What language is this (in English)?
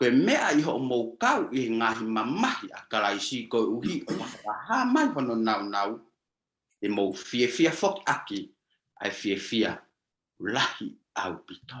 Tongan